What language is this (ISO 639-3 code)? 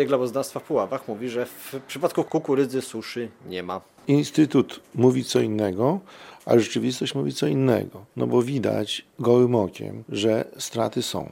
pol